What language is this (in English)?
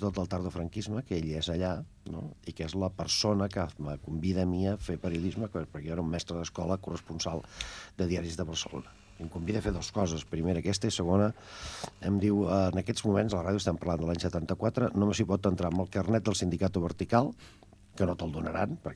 Catalan